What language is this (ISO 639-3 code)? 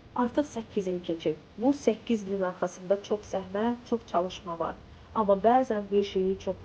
aze